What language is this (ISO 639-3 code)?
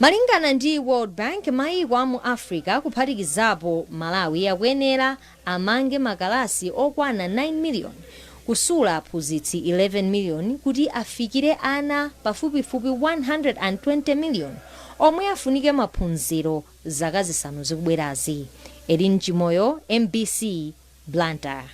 nya